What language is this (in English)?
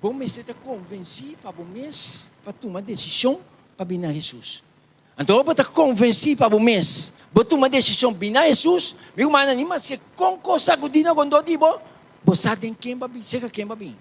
Papiamento